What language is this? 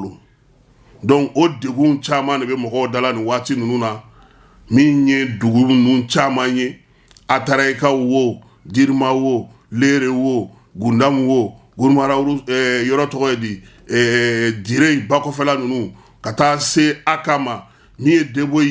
Bambara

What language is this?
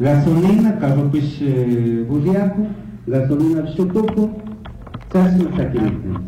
Chimborazo Highland Quichua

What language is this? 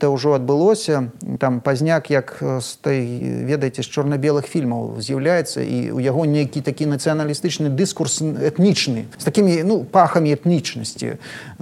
Belarusian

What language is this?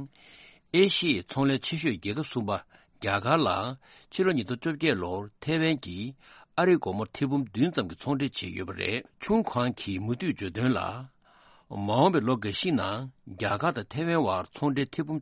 Tibetan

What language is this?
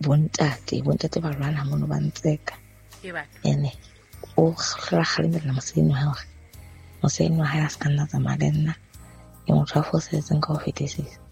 Southern Sotho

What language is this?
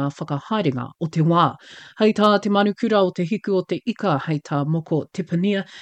Māori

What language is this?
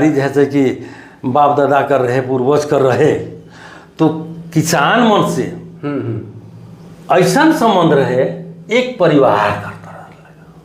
Sadri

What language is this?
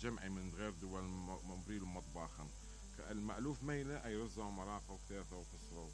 Mesopotamian Arabic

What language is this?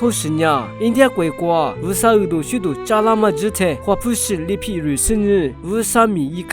Lisu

